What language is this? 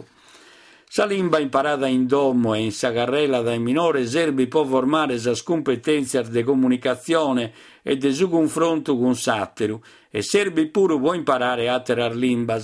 Sardinian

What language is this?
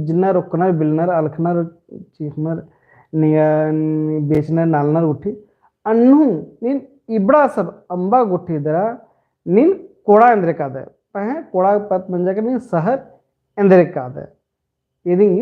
Kurukh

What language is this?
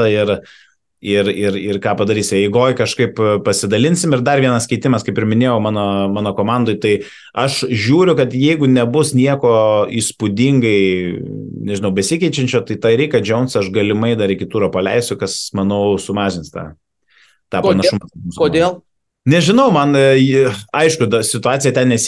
Lithuanian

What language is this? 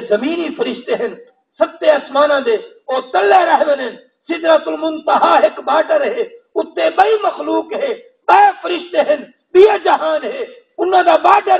Saraiki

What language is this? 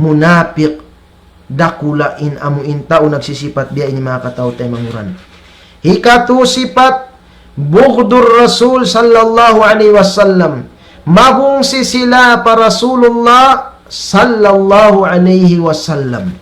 Tausug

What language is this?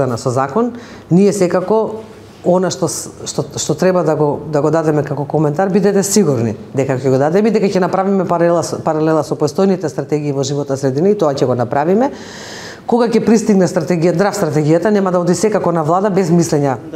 Macedonian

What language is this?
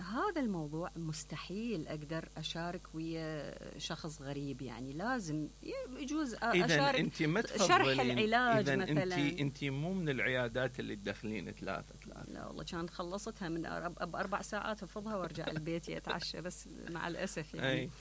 Mesopotamian Arabic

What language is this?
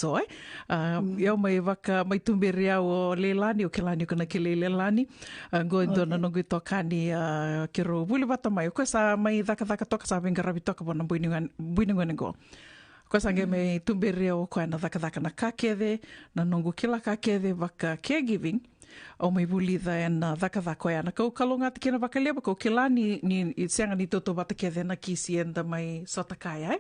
Fijian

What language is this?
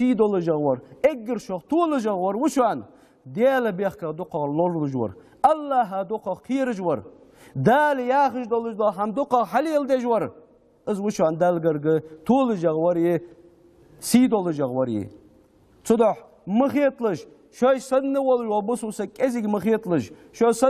Ingush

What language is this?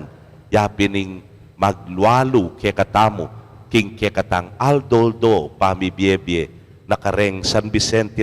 Pampanga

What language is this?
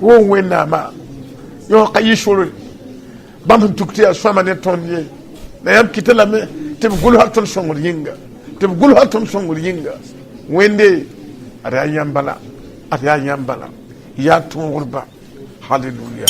Mossi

